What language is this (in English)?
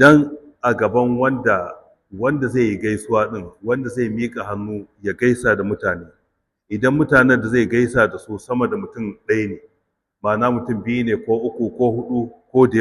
Hausa